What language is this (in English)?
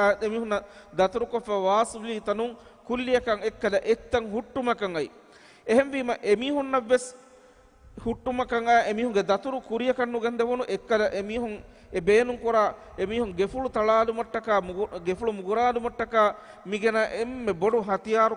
Divehi